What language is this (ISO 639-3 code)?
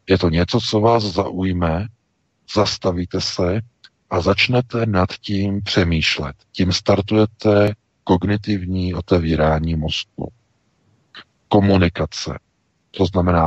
ces